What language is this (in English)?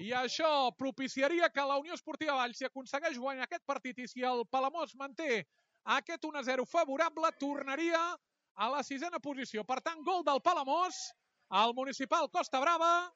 Catalan